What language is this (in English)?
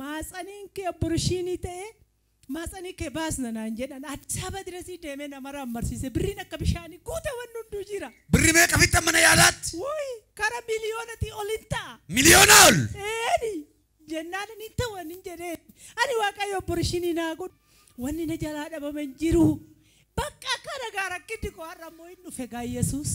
Oromo